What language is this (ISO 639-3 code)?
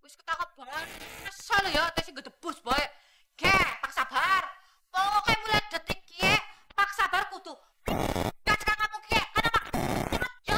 bew